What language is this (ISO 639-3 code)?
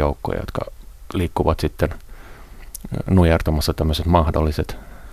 fin